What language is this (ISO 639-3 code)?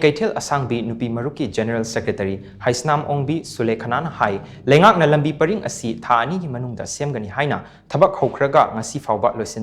mni